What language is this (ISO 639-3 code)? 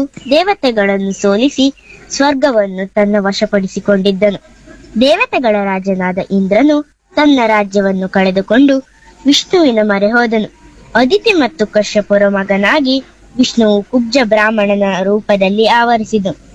kan